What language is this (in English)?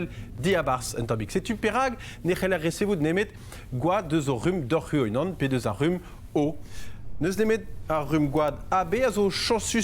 Breton